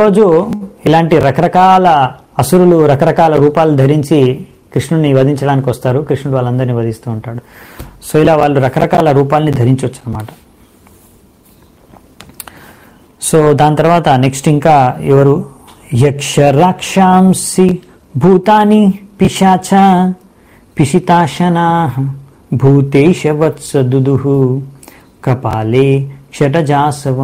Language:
Telugu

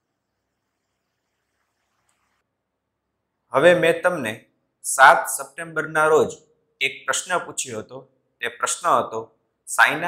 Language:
Gujarati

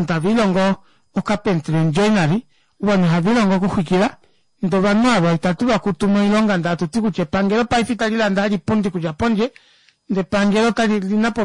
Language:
Kuanyama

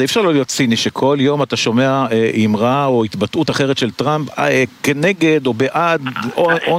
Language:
Hebrew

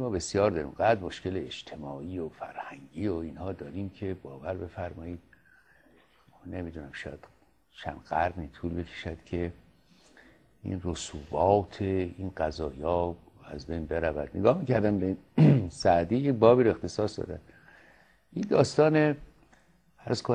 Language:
Persian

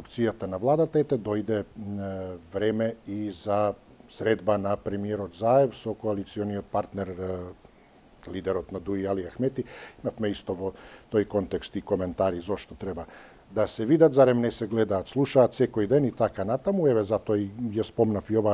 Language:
Macedonian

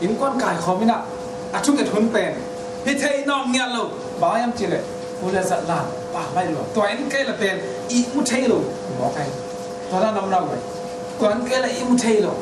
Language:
Tedim Chin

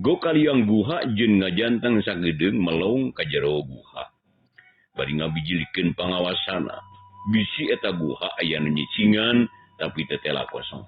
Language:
Sundanese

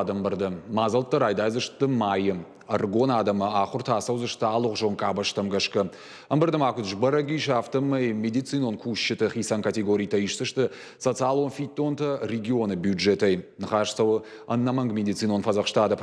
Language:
Ossetic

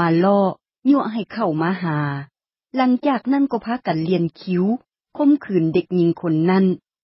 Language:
Lao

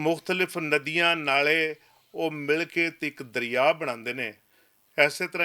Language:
Western Panjabi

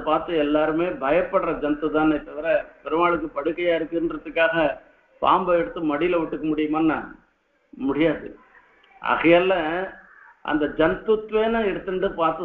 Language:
Tamil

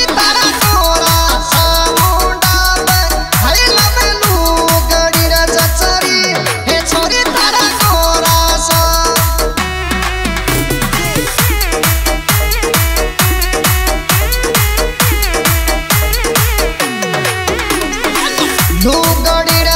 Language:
Rajasthani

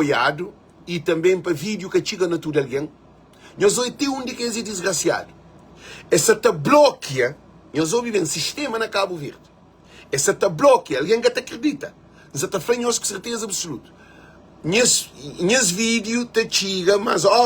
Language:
Kabuverdianu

